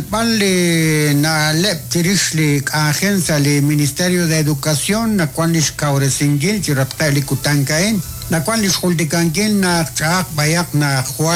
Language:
Kekchí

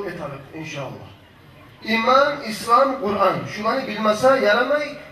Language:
Kumyk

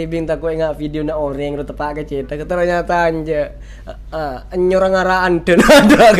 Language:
Madurese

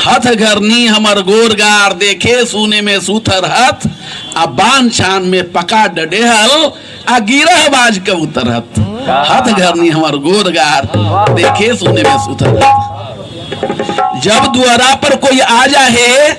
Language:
Magahi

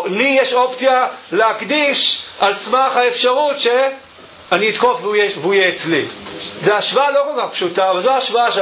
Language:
Hebrew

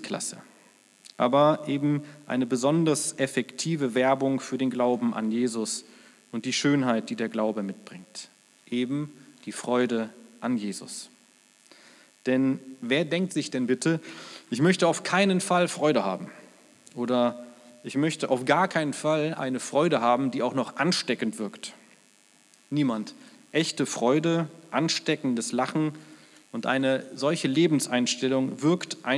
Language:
German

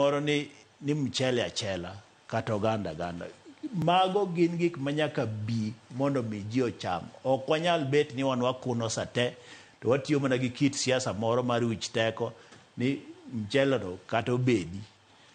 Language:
Luo (Kenya and Tanzania)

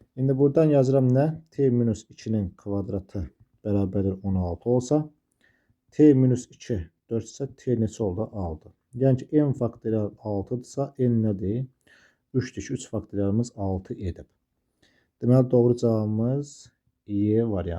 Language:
Azerbaijani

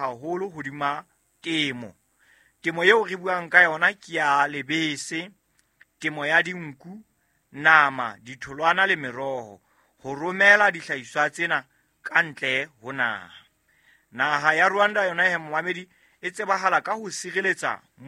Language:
Southern Sotho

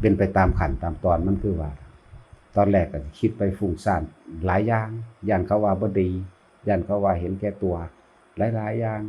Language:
Northeastern Thai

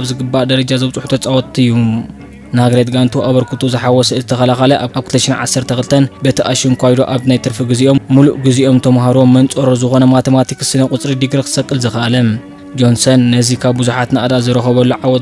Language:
Tigrinya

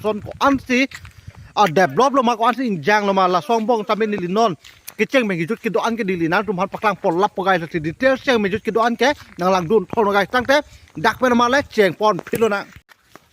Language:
Karbi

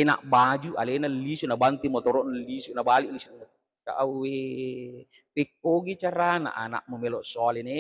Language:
Buginese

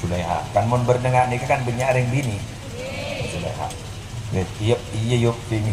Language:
Madurese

